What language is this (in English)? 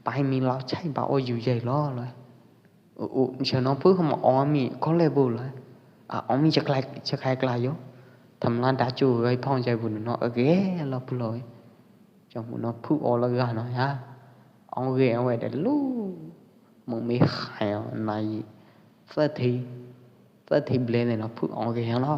Pwo Eastern Karen